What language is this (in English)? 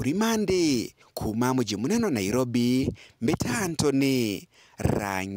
Meru